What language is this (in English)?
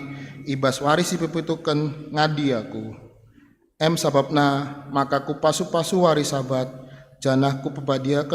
Batak Karo